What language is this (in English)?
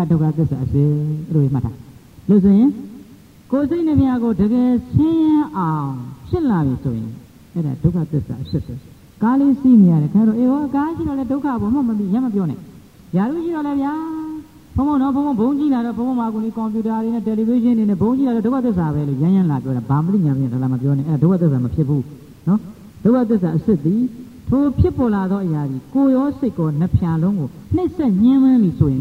Burmese